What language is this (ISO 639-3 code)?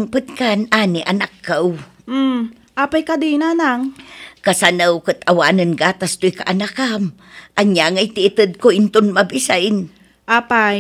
ilo